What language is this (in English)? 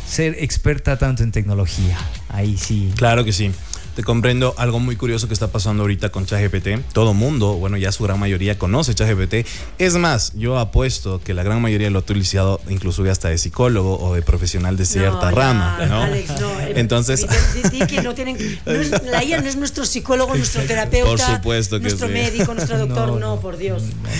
Spanish